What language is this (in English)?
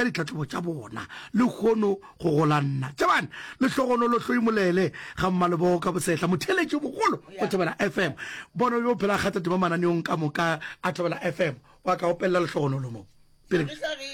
Northern Sotho